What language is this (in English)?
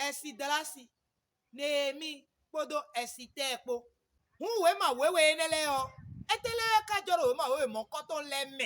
Fon